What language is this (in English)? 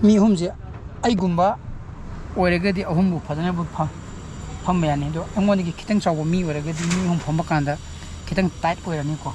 Manipuri